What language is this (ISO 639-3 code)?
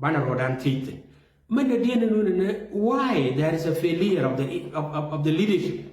nus